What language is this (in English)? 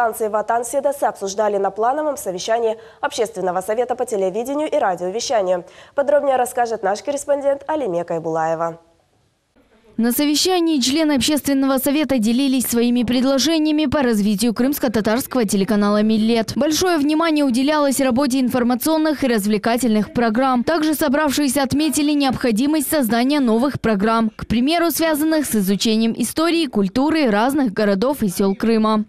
Russian